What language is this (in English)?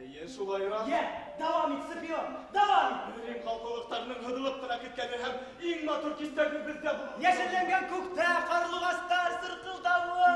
Bashkir